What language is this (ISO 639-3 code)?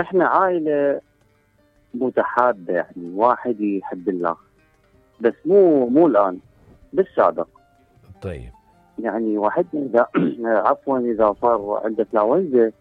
acm